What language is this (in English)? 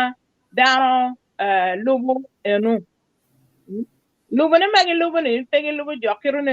Acoli